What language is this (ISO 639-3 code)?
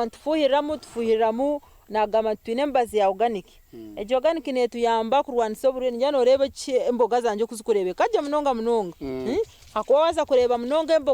nyn